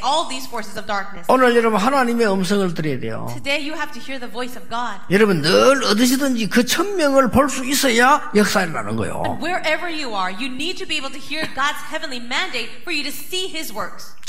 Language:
Korean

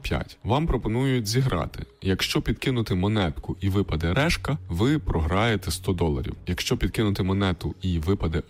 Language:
Ukrainian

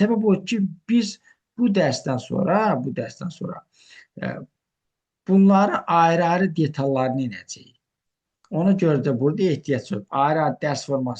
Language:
Azerbaijani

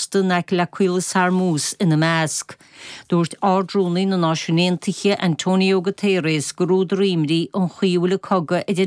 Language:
Irish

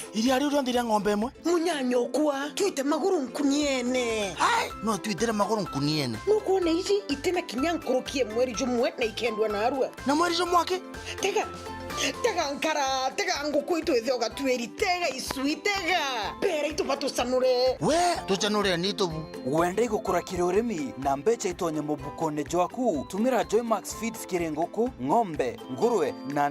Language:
Meru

